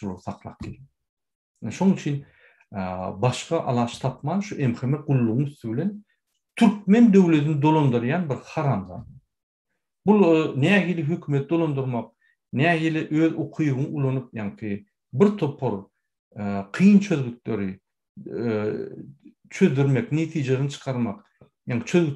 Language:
Turkmen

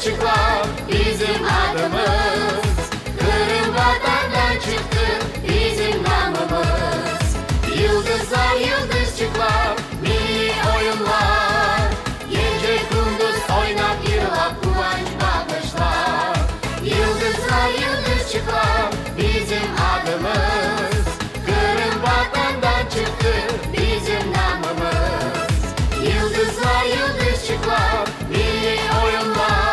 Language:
Crimean Tatar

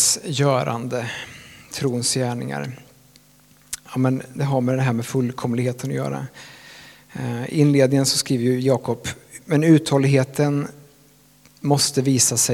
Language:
Swedish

